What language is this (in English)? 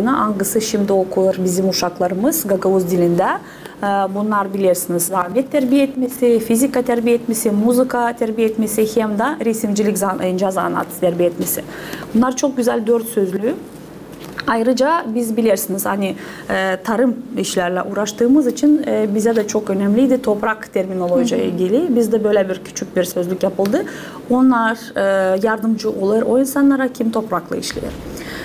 Gagauz